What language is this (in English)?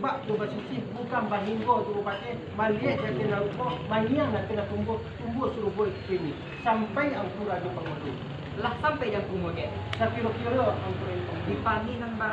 Minangkabau